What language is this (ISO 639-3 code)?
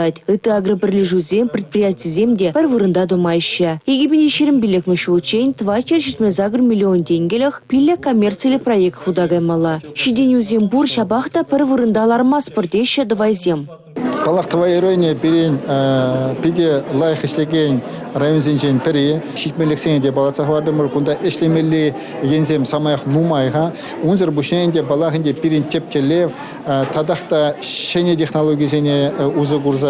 chv